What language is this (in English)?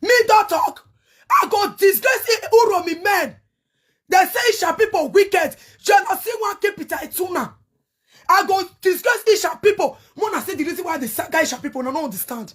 Nigerian Pidgin